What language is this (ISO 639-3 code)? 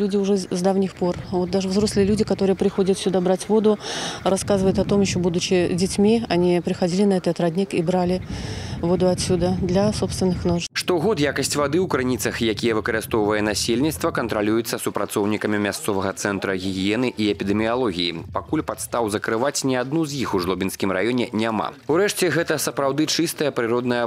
bel